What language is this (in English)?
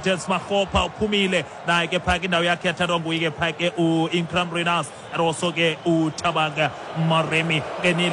Xhosa